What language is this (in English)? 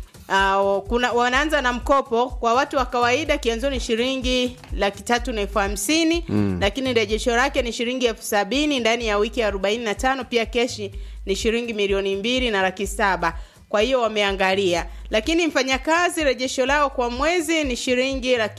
Swahili